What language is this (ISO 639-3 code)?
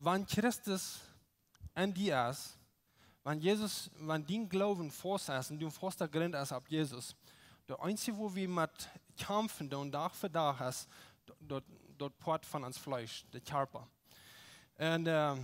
pdt